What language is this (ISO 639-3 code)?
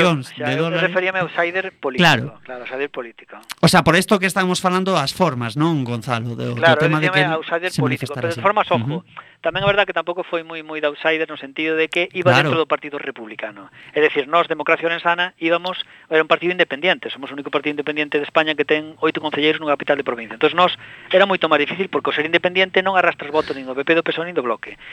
glg